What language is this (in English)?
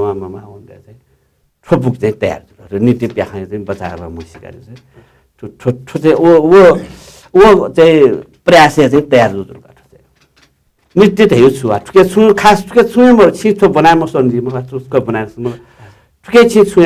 Newari